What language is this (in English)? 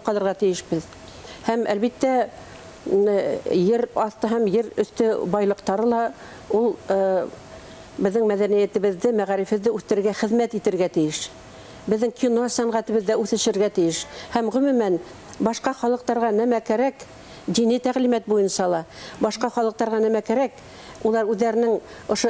Bashkir